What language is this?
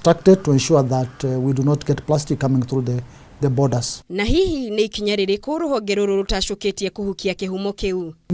Kikuyu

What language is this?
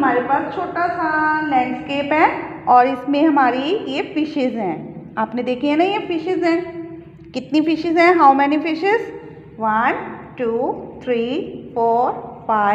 Hindi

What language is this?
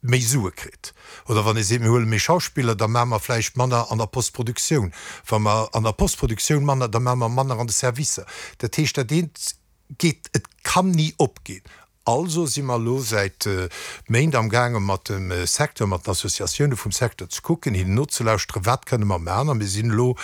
Luxembourgish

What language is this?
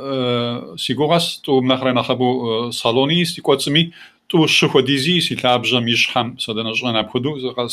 Kabardian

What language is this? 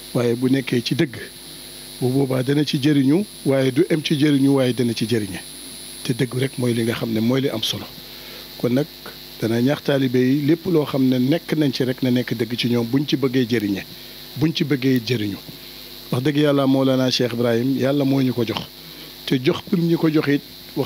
Wolof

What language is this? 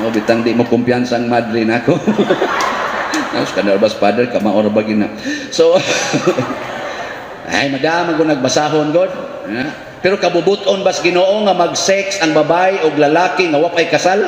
Cebuano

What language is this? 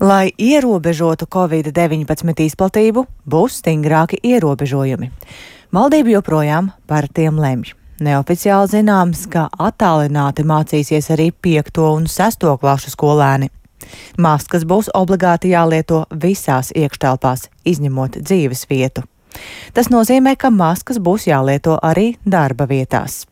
Latvian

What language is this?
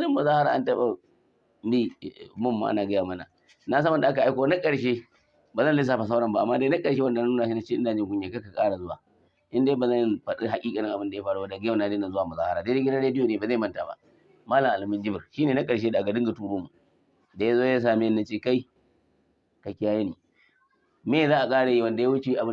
Hausa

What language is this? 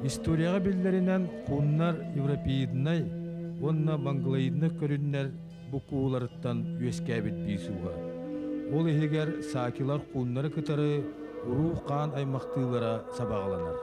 Yakut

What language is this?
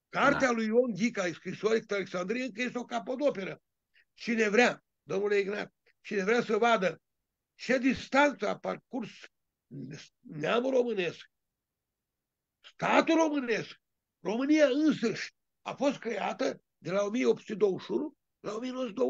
Romanian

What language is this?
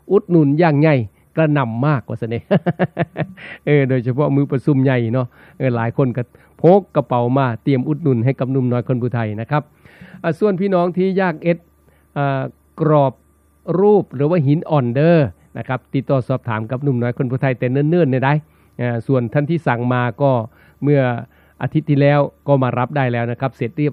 Thai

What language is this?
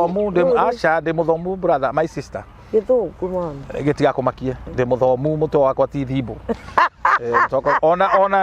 Kikuyu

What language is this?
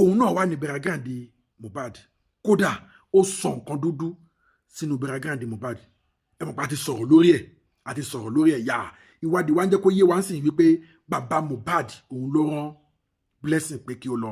Yoruba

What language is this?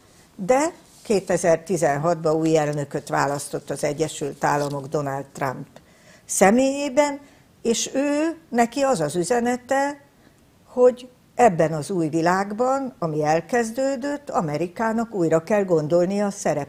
Hungarian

